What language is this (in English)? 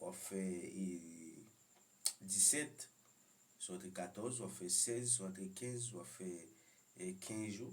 Haitian Creole